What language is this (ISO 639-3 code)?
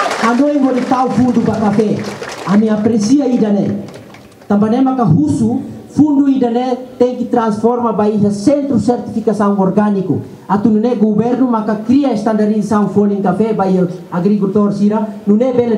tet